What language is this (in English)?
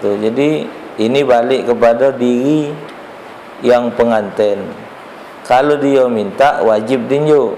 Musi